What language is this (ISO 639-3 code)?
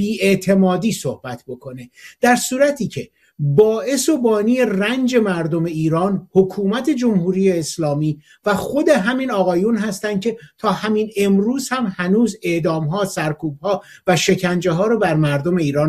fas